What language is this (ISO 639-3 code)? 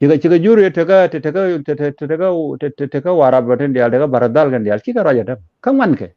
nus